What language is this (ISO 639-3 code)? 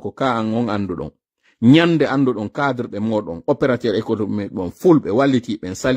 fuf